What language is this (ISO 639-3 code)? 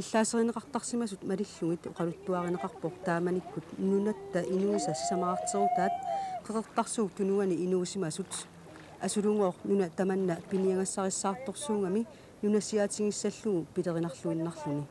kal